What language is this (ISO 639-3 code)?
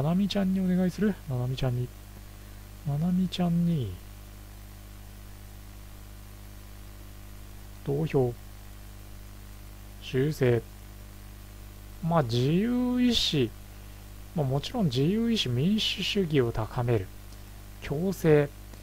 jpn